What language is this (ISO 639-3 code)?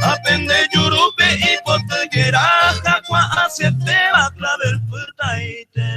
grn